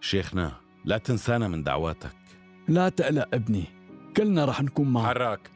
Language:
North Levantine Arabic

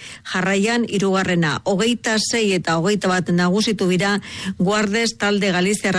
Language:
Basque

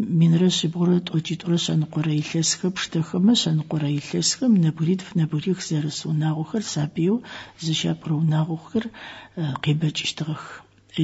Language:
Adyghe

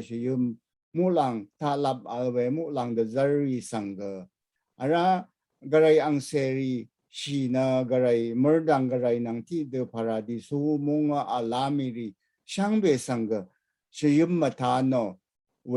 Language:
Rawang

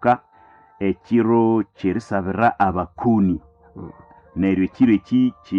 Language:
Nande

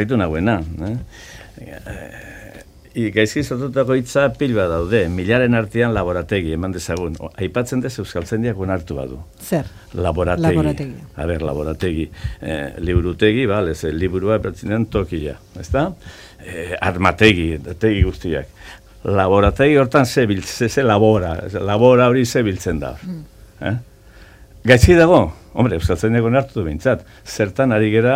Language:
Basque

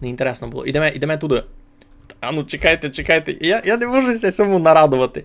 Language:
Rusyn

